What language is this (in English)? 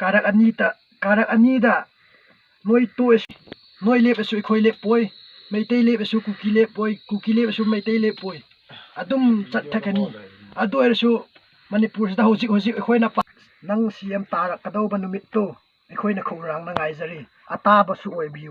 Manipuri